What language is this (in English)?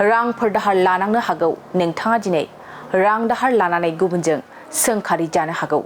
Bodo